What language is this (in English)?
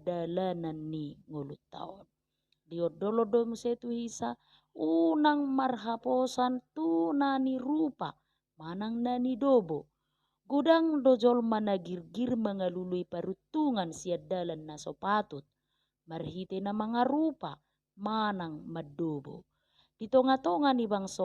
Batak Toba